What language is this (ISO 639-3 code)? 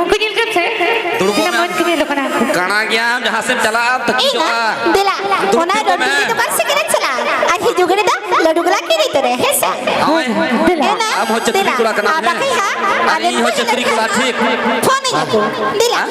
sat